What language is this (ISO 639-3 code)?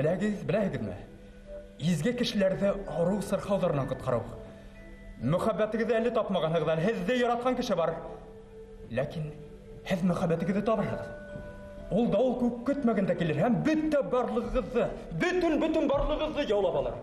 bak